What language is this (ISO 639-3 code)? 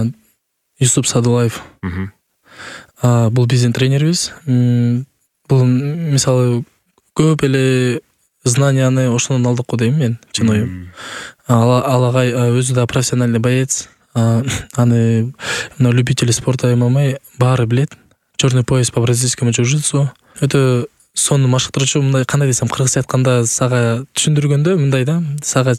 kir